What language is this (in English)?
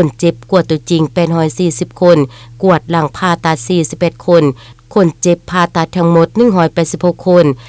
Lao